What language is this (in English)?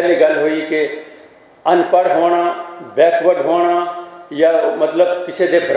Western Panjabi